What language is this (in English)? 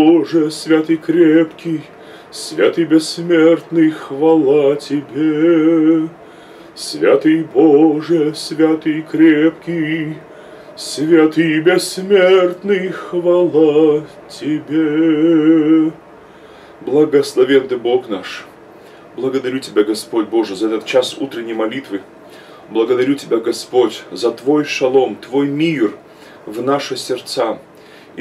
Russian